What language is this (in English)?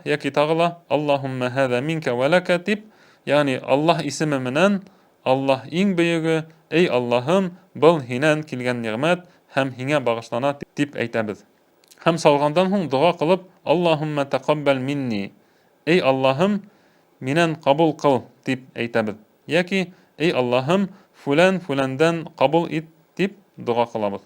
Bashkir